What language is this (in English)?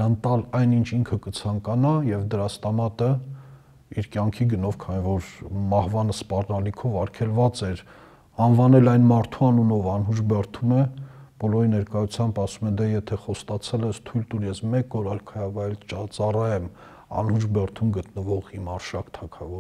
Armenian